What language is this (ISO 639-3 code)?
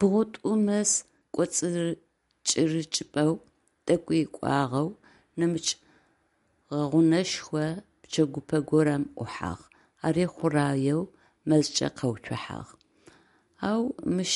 ady